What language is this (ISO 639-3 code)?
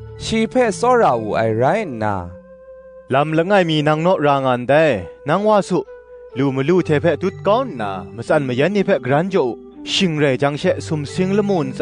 kac